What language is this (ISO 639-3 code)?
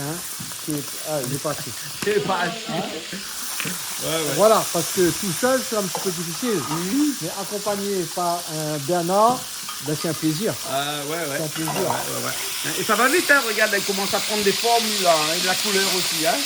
rcf